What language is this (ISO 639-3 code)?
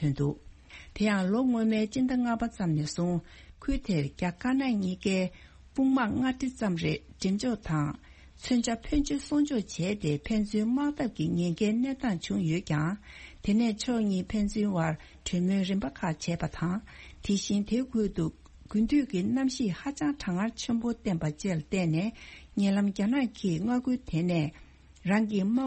bod